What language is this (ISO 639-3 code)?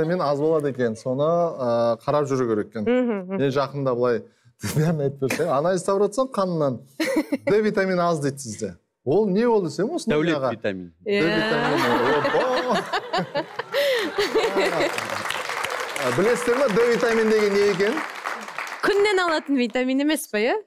kaz